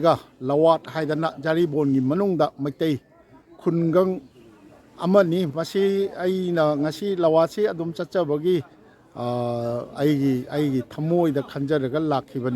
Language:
Manipuri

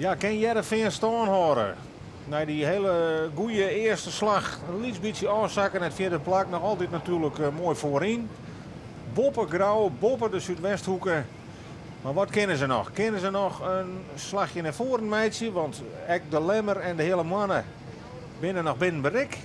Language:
Western Frisian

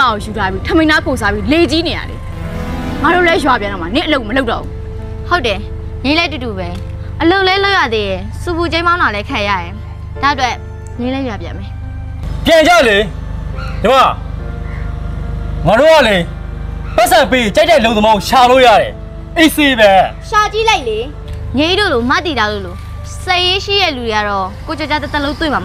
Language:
Burmese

